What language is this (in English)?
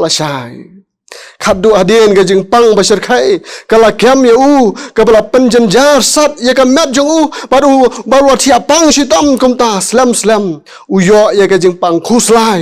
Khasi